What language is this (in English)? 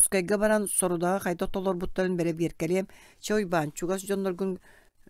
Yakut